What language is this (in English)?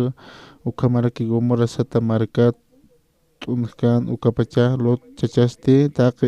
Aymara